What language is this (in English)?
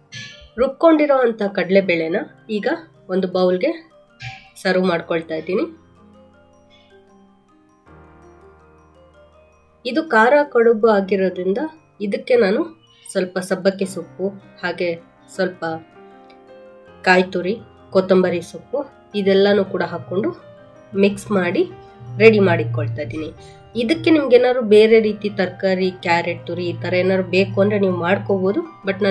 Kannada